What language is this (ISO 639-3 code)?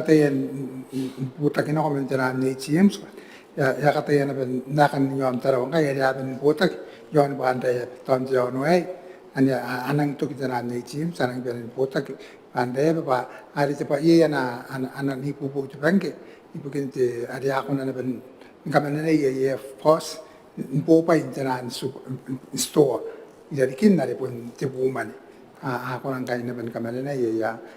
gil